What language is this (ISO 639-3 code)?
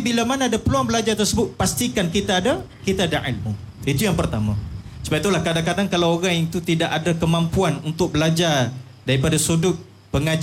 msa